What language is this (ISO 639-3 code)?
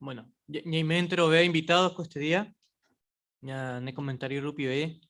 grn